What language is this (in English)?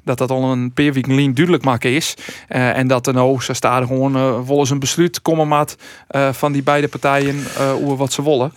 Western Frisian